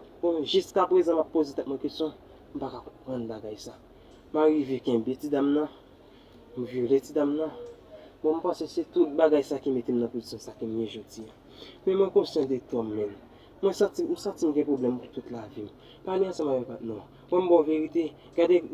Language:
Haitian Creole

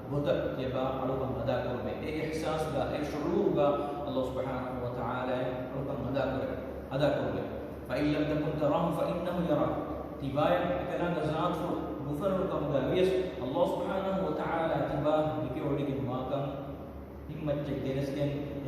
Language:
Divehi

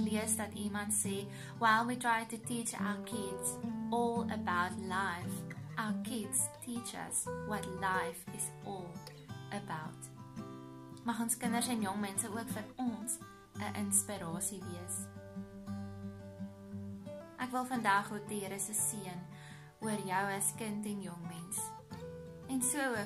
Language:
Afrikaans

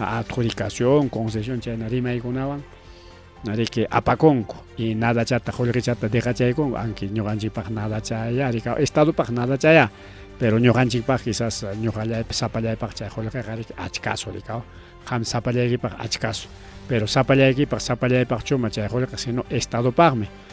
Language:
Ayacucho Quechua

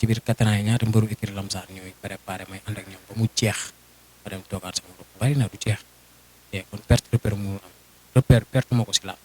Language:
Wolof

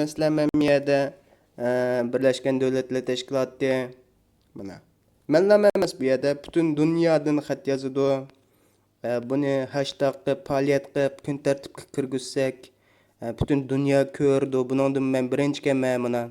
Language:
Uyghur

